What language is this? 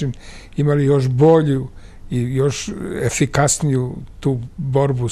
Serbian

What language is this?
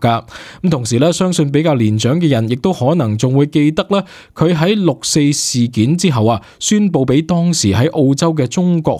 Cantonese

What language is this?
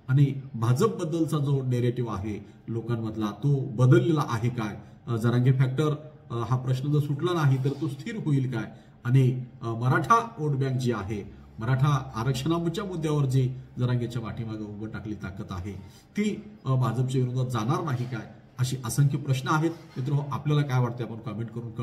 Marathi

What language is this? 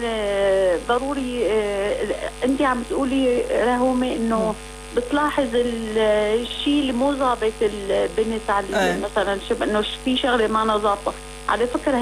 North Levantine Arabic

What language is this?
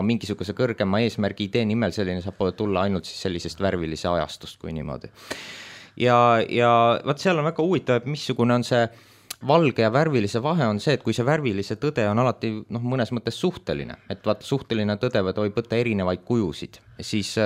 Estonian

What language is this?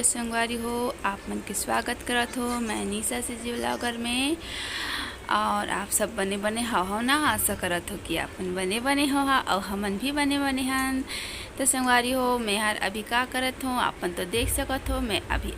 Chhattisgarhi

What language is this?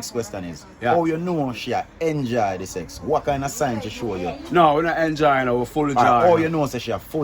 Jamaican Creole English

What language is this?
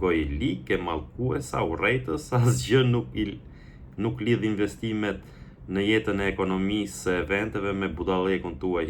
Albanian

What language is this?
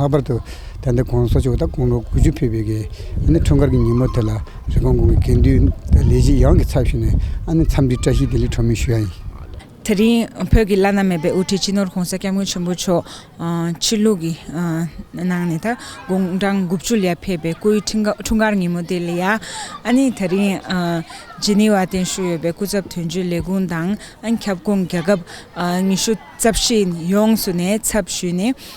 Tibetan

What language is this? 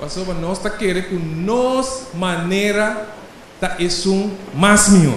Papiamento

